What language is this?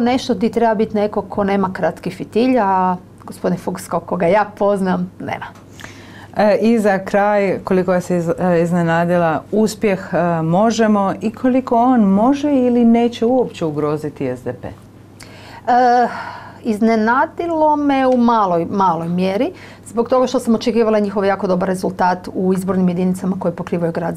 Croatian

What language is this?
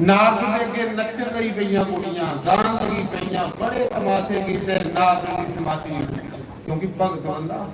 Dogri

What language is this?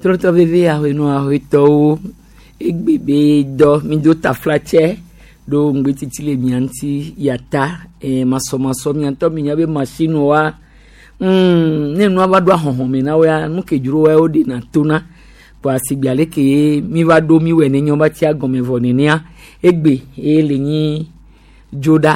Gen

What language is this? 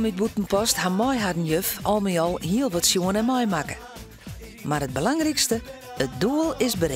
Western Frisian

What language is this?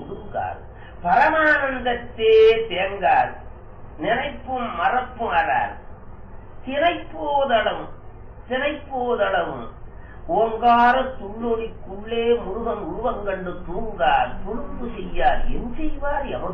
Tamil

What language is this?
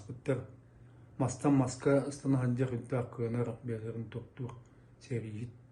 Yakut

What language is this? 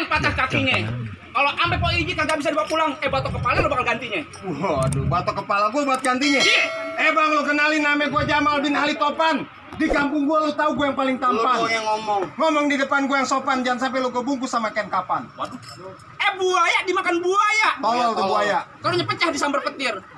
Betawi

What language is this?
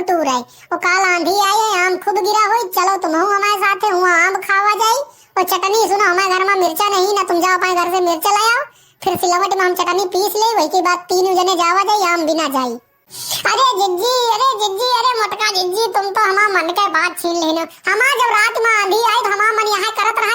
Awadhi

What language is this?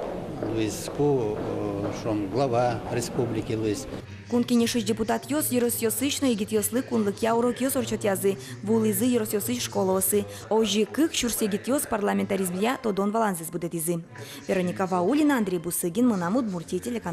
Udmurt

